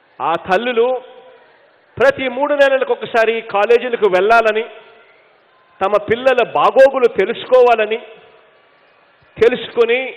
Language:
Telugu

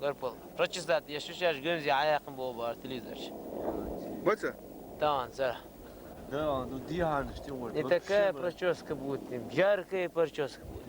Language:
Chechen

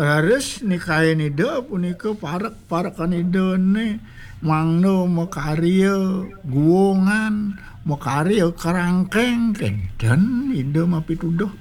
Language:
Balinese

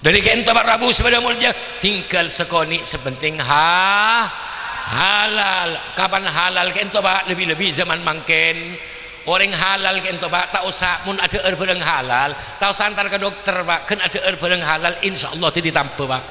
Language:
Madurese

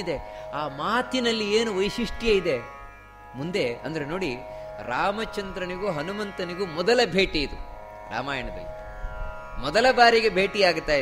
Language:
Kannada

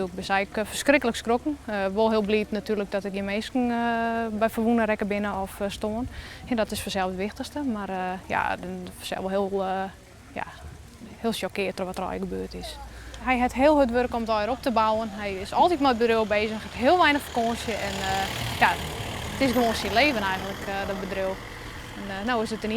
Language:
Western Frisian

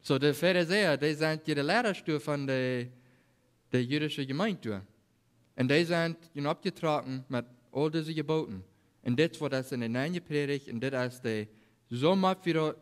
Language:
Plautdietsch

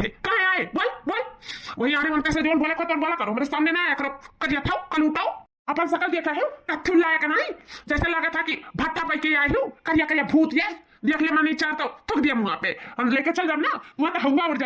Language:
Awadhi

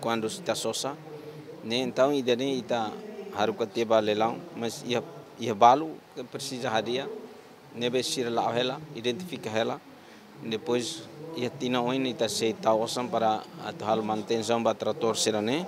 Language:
Tetum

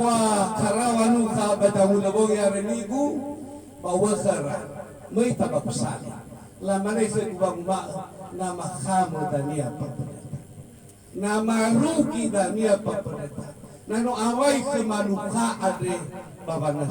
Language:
Nias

